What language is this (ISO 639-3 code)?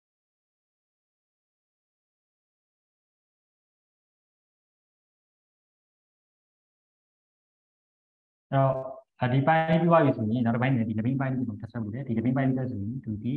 mya